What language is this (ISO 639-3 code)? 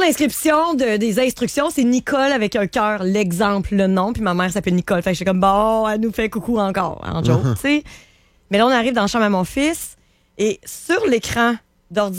fra